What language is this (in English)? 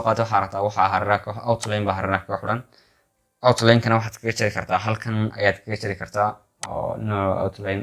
Somali